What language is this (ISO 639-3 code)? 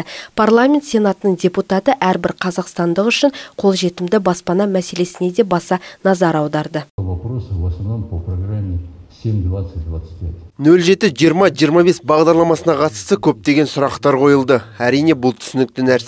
kaz